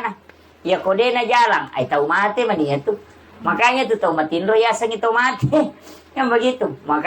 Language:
Buginese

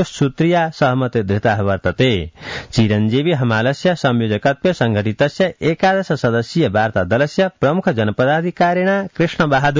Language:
Sanskrit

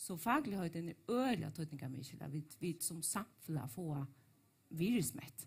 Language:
Faroese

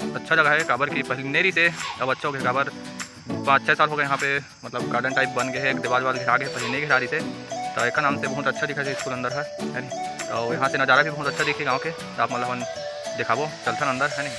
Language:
Chhattisgarhi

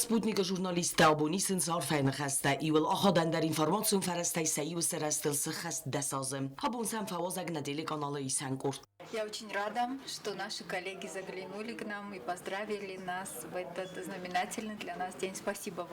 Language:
Ossetic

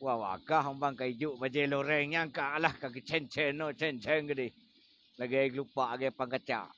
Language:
Achinese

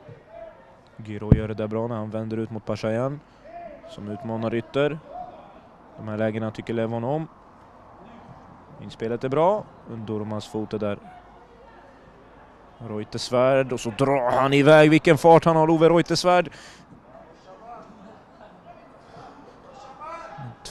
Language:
Swedish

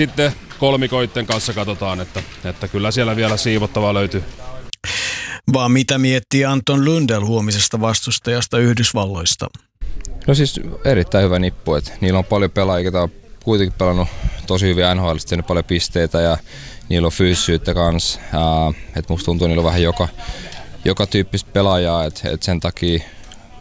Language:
Finnish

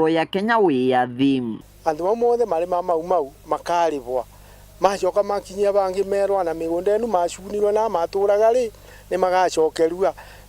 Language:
Meru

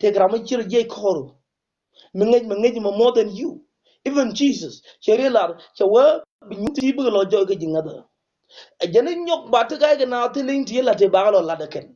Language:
Nuer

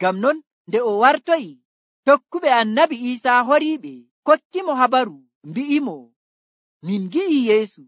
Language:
Nigerian Fulfulde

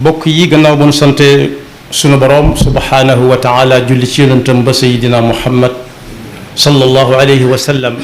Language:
Wolof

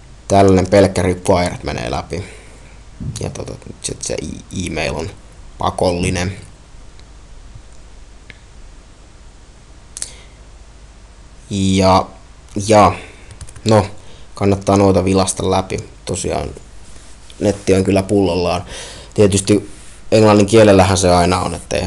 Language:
Finnish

